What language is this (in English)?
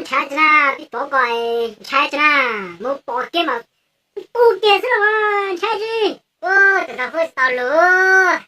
Hmong